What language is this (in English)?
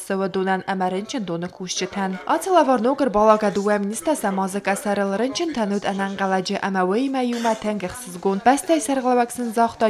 Ossetic